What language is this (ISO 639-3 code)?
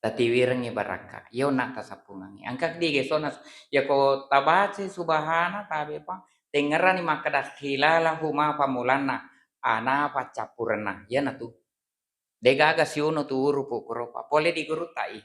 bug